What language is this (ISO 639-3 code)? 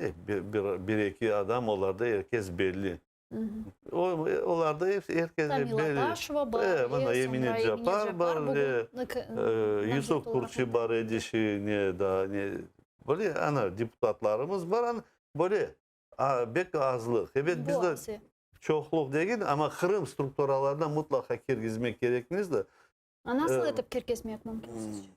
crh